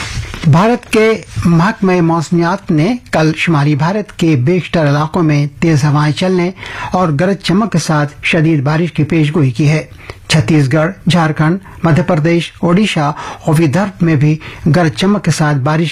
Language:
Urdu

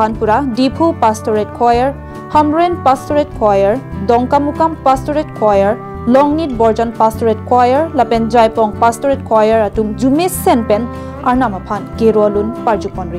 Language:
Karbi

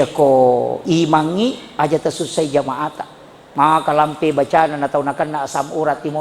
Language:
Buginese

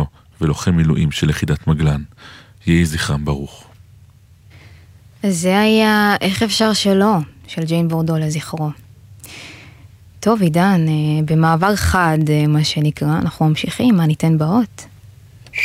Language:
Hebrew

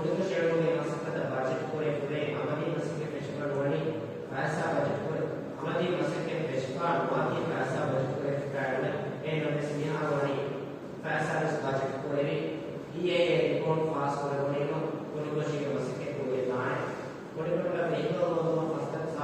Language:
Divehi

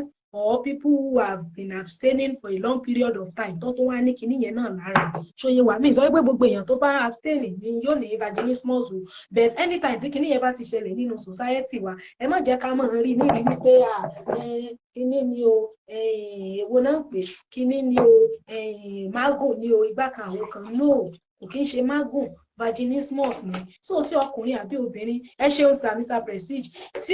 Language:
Yoruba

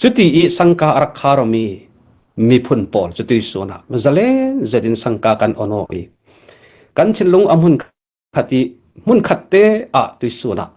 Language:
Falam Chin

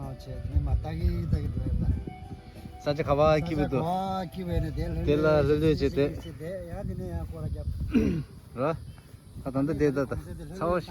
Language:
Tibetan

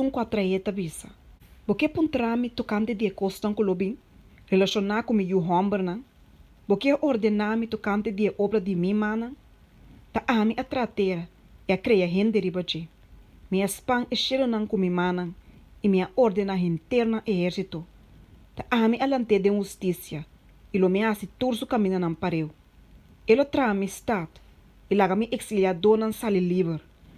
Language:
Papiamento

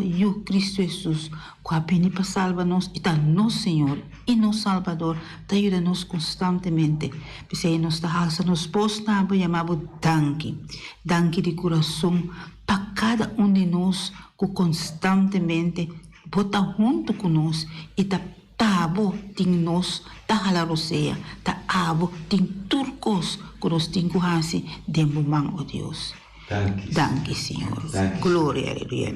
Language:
Papiamento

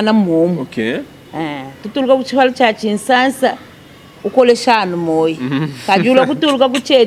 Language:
Luba-Lulua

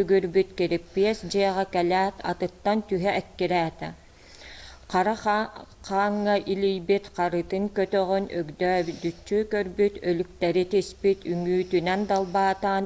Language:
Yakut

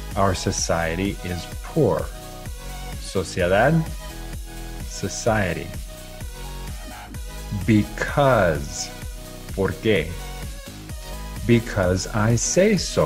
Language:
English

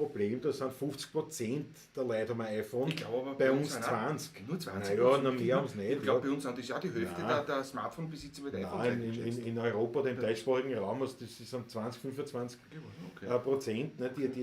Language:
Bavarian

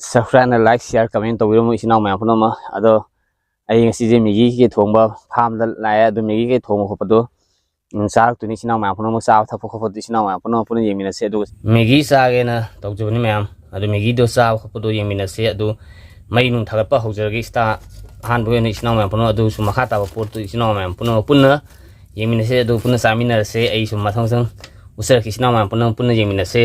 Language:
Manipuri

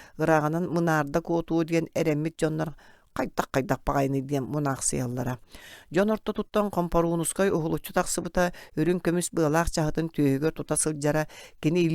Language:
Yakut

